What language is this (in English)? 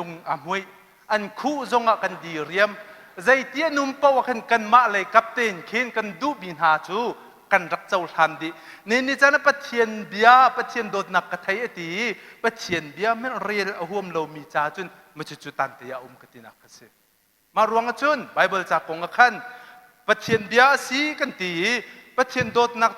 Hakha Chin